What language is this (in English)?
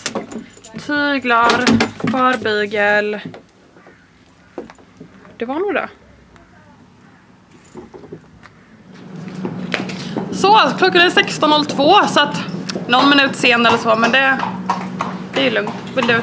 Swedish